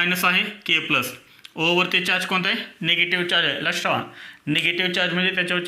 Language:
Marathi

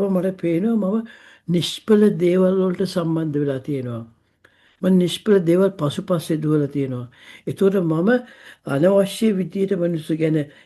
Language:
Sinhala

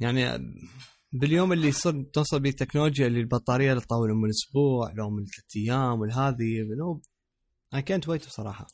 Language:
Mesopotamian Arabic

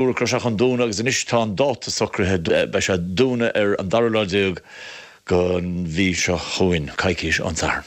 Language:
Irish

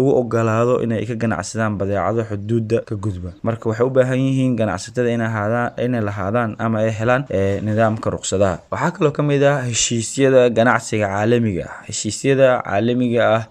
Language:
Somali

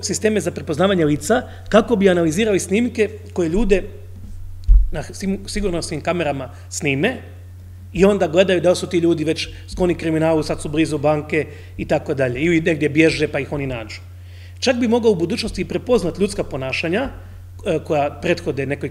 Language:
Croatian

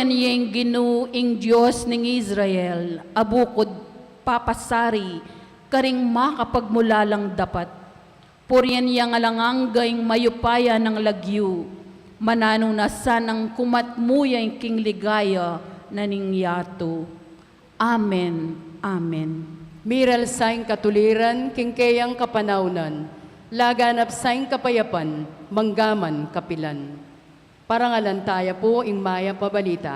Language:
Pampanga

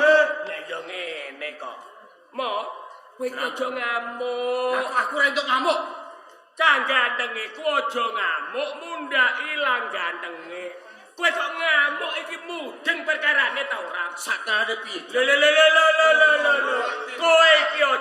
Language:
Javanese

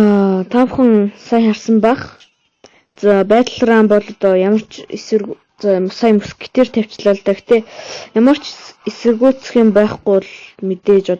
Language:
Mongolian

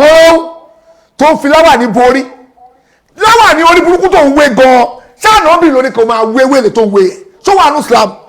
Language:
Yoruba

